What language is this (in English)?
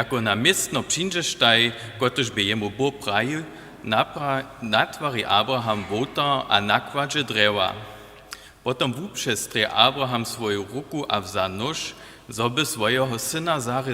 Upper Sorbian